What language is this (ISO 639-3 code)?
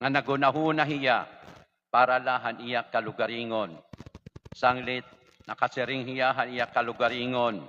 war